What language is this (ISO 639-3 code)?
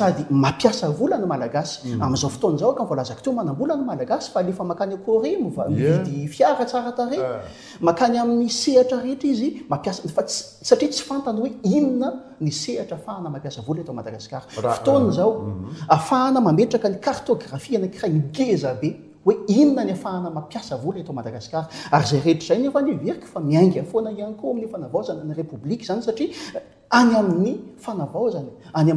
mlg